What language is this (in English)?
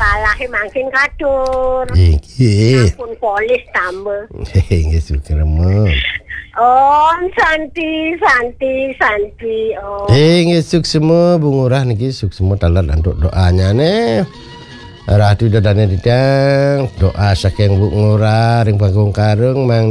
Balinese